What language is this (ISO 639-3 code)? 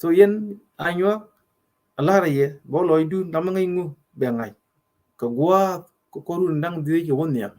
nus